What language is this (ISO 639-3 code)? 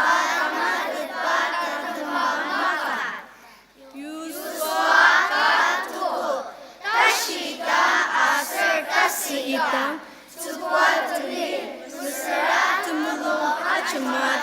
njo